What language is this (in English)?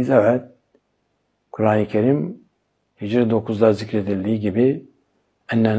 Turkish